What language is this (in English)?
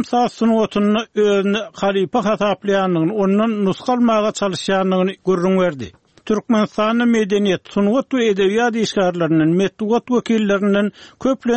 Turkmen